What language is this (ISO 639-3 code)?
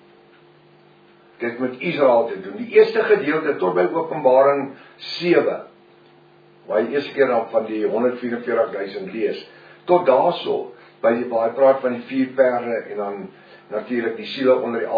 afr